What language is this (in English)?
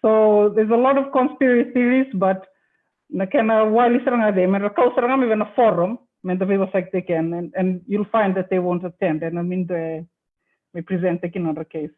Fijian